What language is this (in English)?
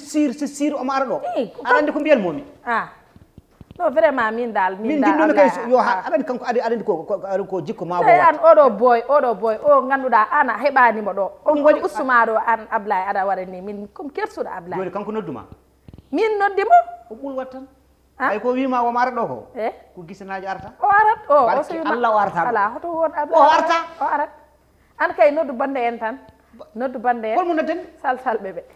Fula